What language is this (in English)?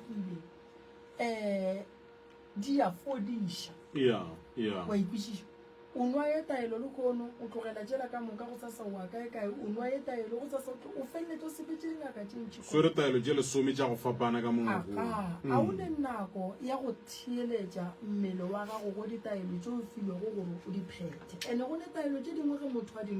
Northern Sotho